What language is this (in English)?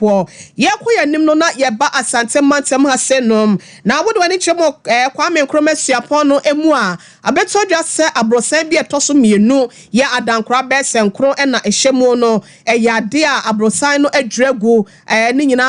Akan